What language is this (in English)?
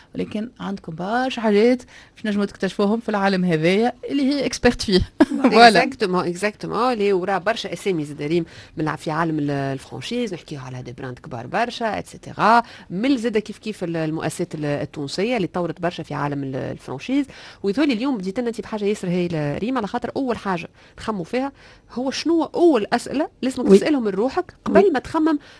Tunisian Arabic